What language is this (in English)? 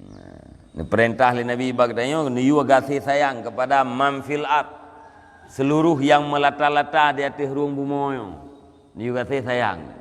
Achinese